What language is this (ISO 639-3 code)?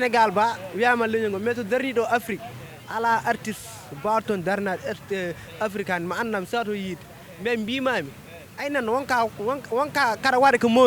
ful